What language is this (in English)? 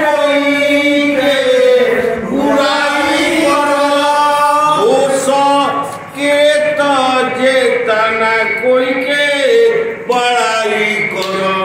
Bhojpuri